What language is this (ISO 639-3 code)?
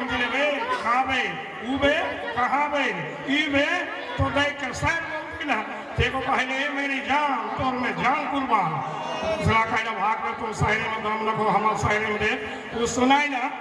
sck